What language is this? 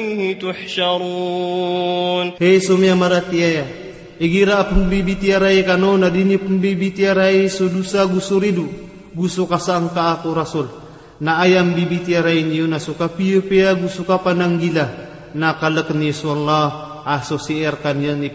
Maranao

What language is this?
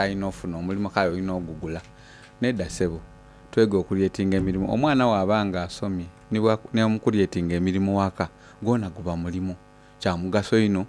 Soga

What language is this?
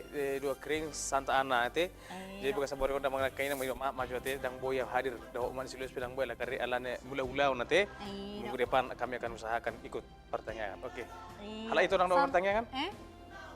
Batak Toba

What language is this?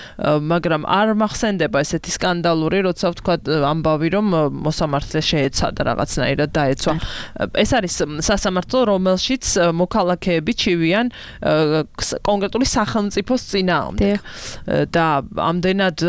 Georgian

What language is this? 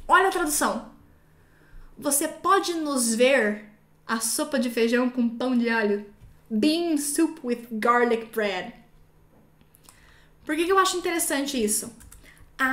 Portuguese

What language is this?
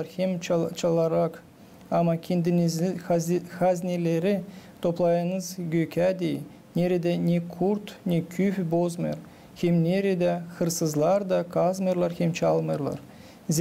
Gagauz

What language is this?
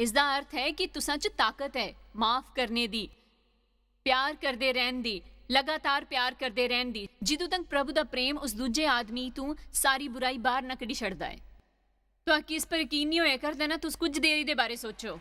Dogri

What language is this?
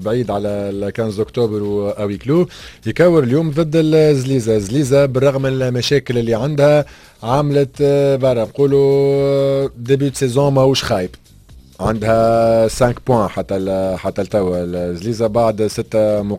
Tunisian Arabic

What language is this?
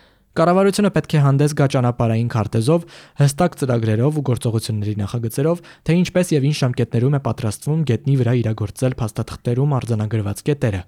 Armenian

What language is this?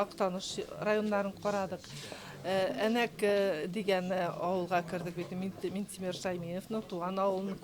Tatar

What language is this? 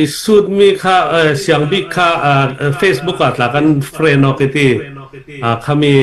Hakha Chin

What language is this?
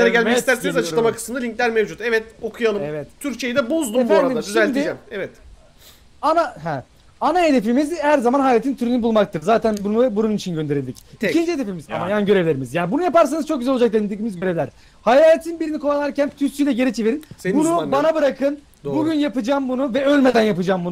Turkish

